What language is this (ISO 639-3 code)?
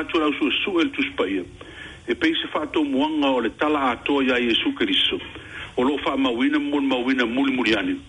smo